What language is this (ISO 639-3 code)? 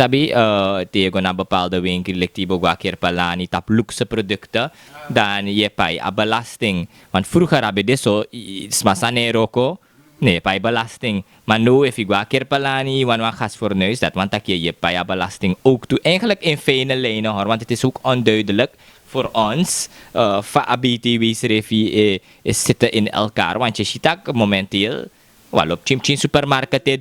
srn